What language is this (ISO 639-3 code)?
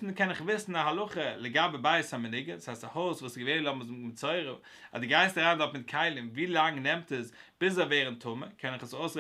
yid